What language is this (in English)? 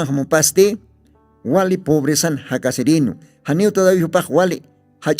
Aymara